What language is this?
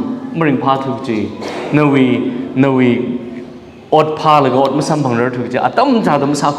Tangkhul Naga (India)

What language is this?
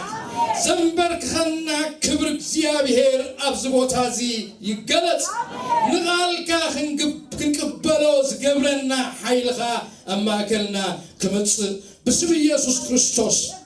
Tigrinya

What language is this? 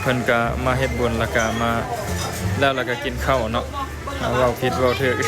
Lao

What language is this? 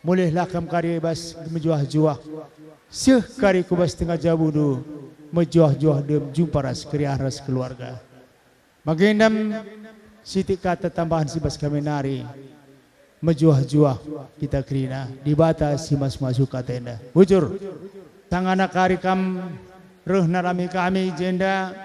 Batak Karo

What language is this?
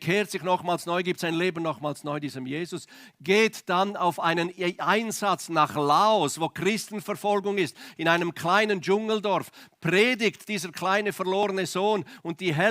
Swiss German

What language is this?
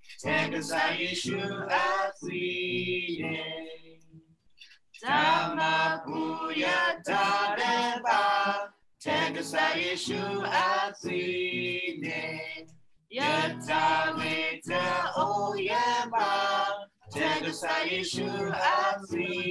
S'gaw Karen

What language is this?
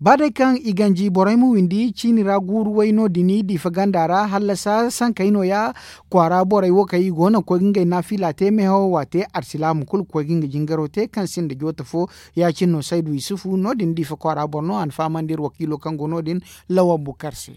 Zarma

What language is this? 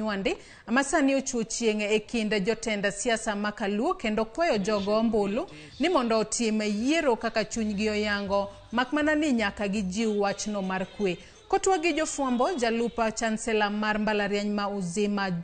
Luo (Kenya and Tanzania)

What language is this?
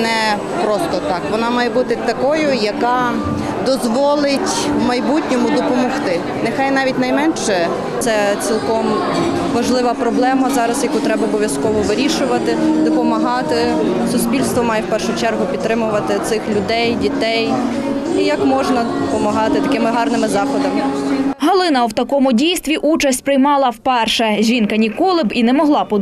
Ukrainian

